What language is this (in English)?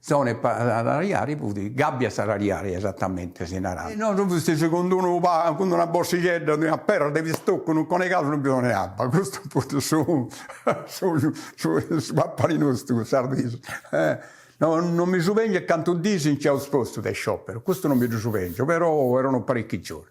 Sardinian